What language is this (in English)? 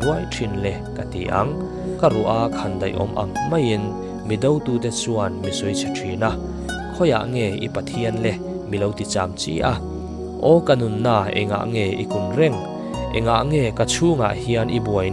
Mizo